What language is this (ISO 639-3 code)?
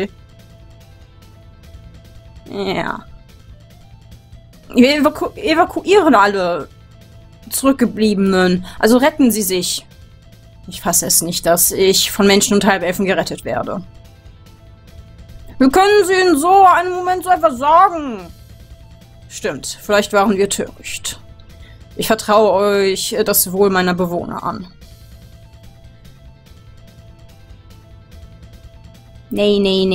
deu